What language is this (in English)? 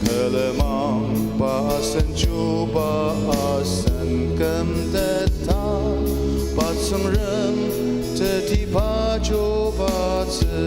Ao Naga